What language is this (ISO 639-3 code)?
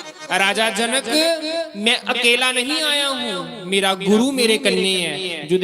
doi